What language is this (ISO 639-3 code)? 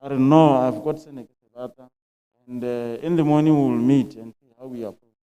tsn